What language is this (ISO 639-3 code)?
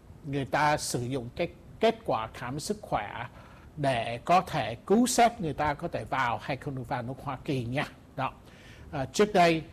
vie